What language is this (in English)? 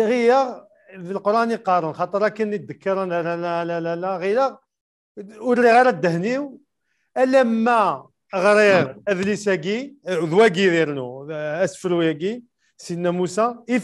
Kabyle